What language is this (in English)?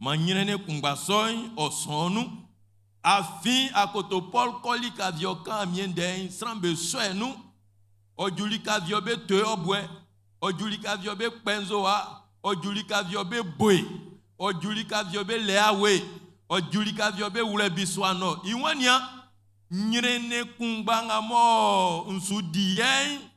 Baoulé